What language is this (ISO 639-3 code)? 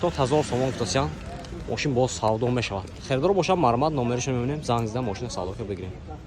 tgk